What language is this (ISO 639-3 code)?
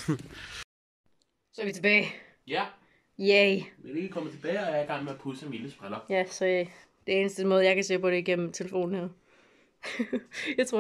dan